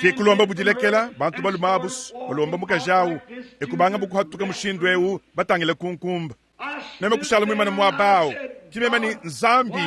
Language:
Luba-Lulua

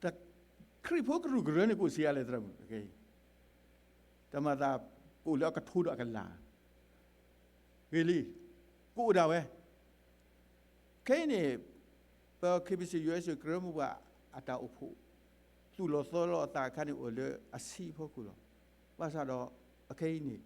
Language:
S'gaw Karen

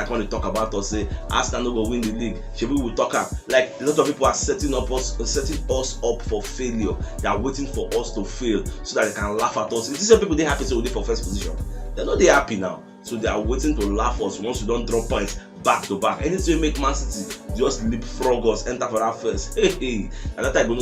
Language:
Nigerian Pidgin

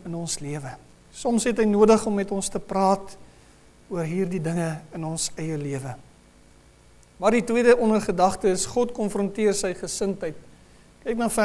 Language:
Afrikaans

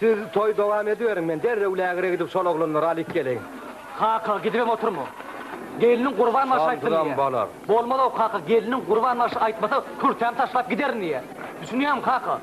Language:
Turkmen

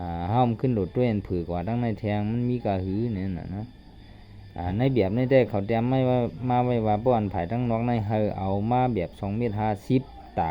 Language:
Shan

